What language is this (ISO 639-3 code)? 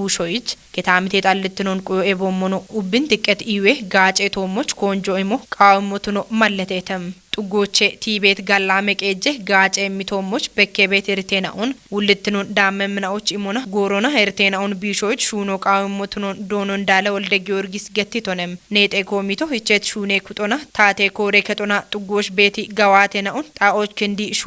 kbr